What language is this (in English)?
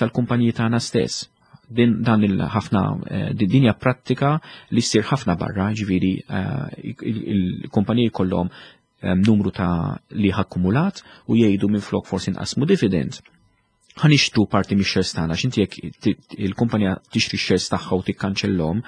Maltese